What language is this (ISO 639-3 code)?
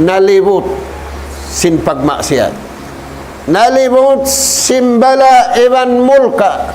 tsg